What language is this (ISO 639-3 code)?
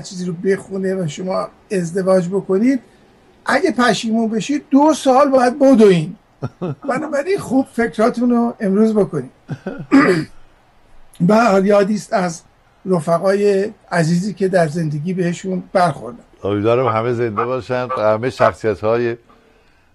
fas